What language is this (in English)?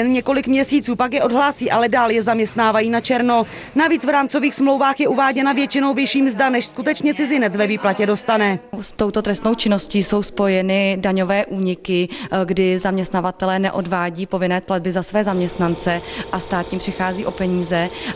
Czech